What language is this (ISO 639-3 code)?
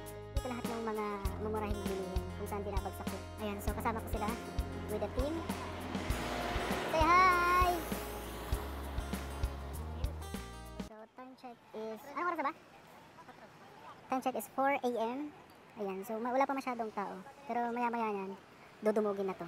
fil